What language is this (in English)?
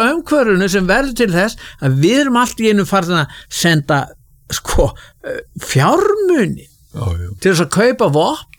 Icelandic